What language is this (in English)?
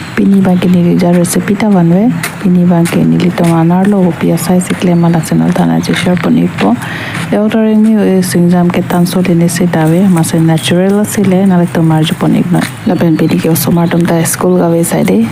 Karbi